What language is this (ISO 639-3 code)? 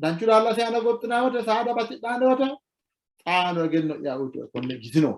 sid